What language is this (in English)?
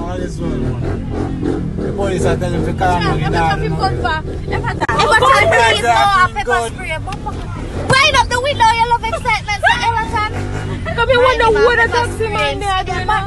Jamaican Creole English